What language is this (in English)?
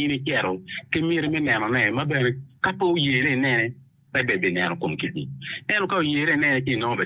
Acoli